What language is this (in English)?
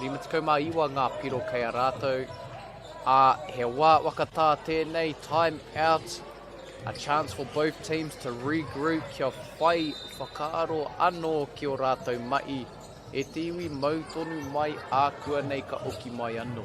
Māori